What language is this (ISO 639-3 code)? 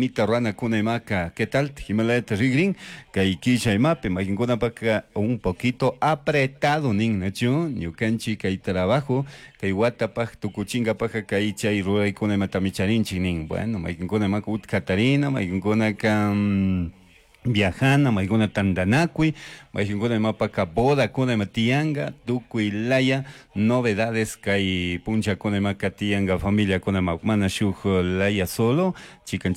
qug